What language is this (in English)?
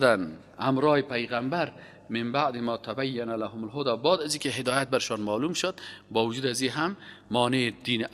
Persian